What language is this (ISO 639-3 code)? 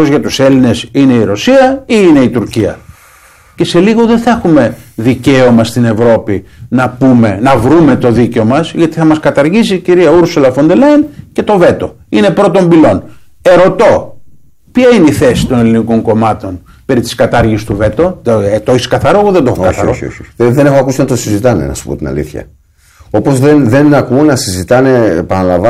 ell